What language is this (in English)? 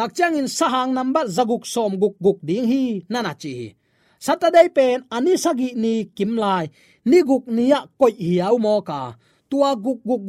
Tedim Chin